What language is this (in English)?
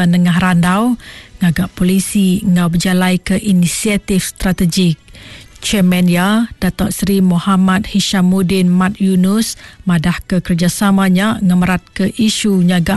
Iban